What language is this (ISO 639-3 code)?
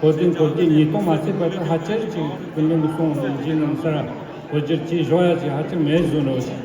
bod